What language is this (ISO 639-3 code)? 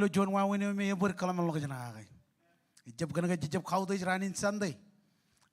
mah